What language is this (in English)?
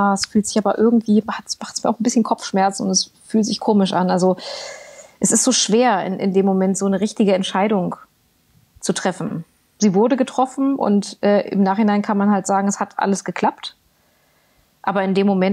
German